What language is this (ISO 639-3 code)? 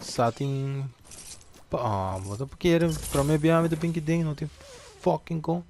pap